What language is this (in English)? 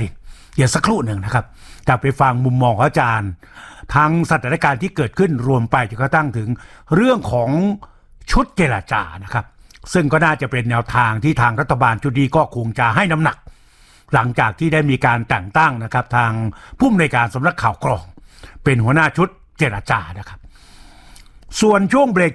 Thai